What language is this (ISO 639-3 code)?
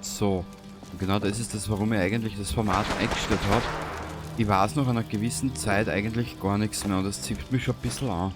bar